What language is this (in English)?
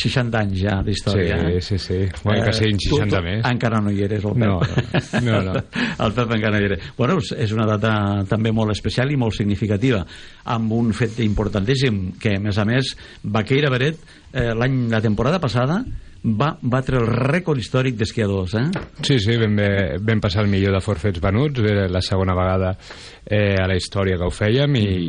Catalan